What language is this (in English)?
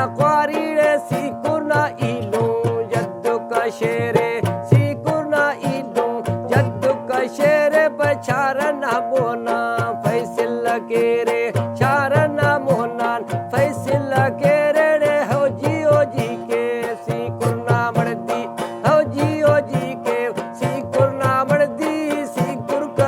Brahui